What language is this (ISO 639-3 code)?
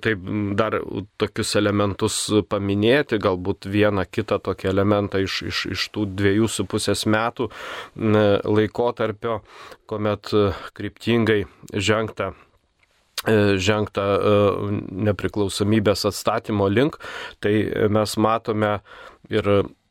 lit